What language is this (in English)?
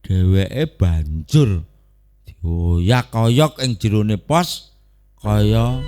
Javanese